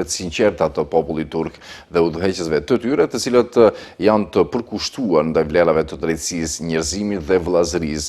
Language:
Albanian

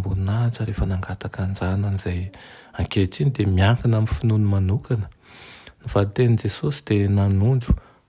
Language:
Malagasy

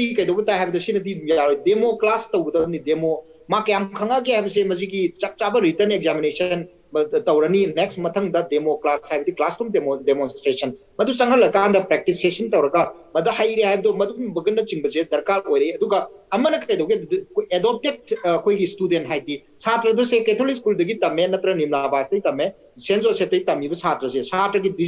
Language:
Manipuri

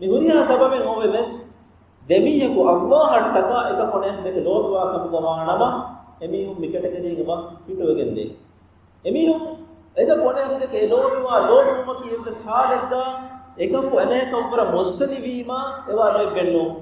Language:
Divehi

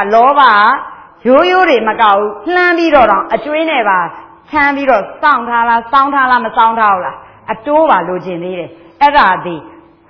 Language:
Burmese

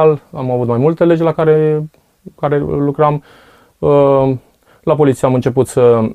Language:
Romanian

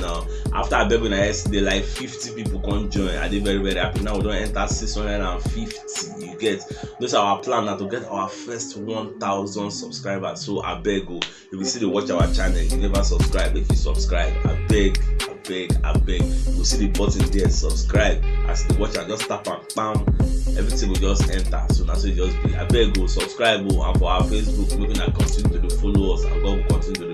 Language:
Nigerian Pidgin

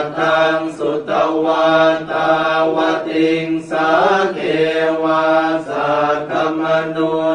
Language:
Pali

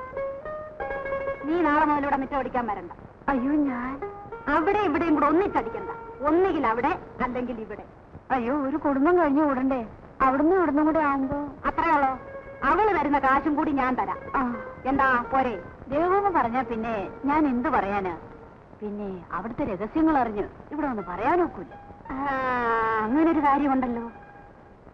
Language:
Malayalam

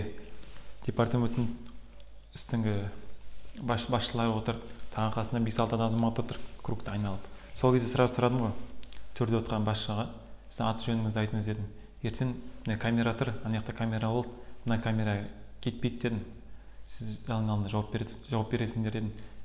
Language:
Kazakh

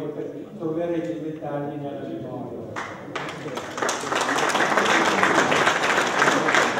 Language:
Italian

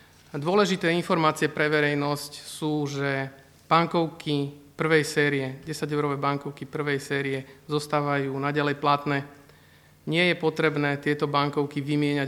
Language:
Slovak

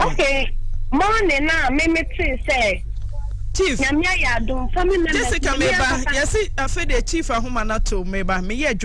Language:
Akan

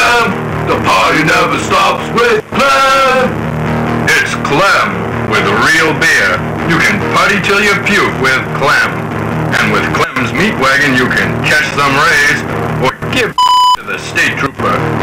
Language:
English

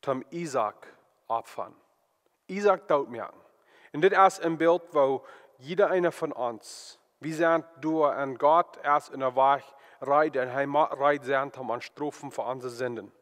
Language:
Plautdietsch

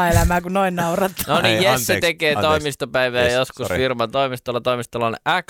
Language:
Finnish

